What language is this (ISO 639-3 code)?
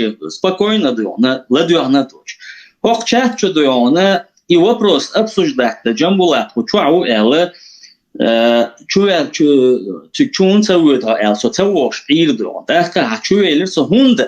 che